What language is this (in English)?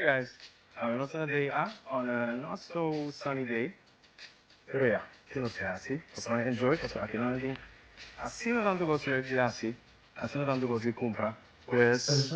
Papiamento